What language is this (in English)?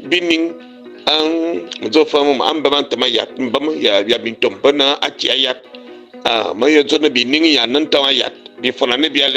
Fang